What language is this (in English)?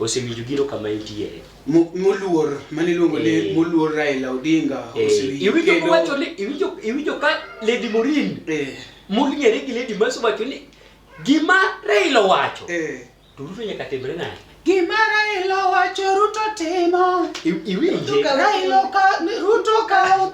Luo (Kenya and Tanzania)